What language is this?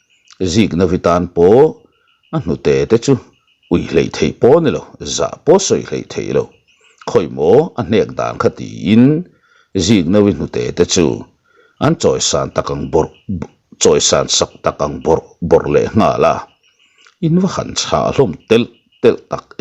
Mizo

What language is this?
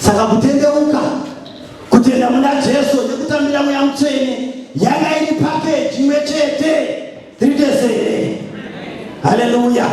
Shona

